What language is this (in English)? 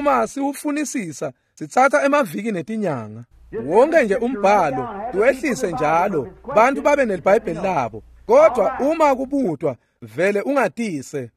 Swati